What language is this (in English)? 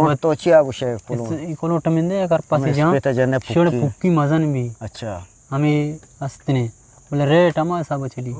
Eastern Balochi